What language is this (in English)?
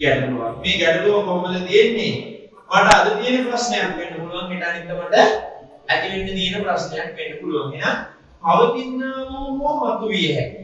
Sinhala